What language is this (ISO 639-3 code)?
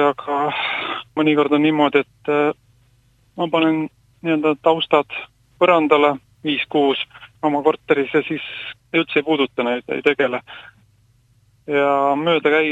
est